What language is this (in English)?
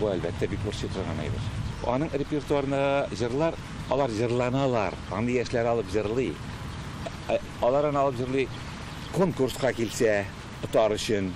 Tatar